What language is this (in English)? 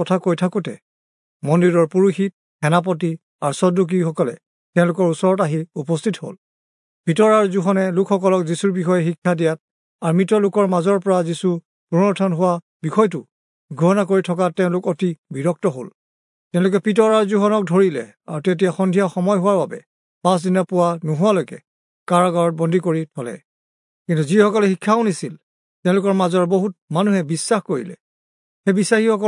Assamese